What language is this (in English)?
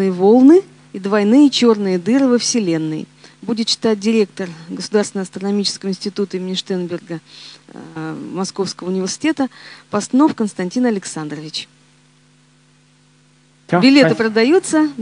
Russian